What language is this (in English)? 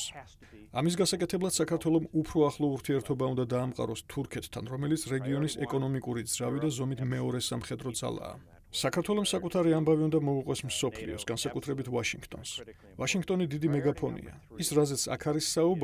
Georgian